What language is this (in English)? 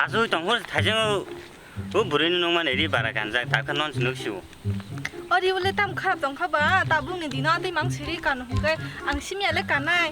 Kok Borok